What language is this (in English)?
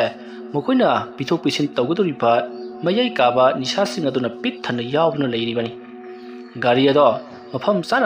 Manipuri